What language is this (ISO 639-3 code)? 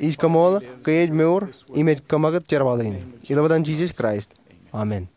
mah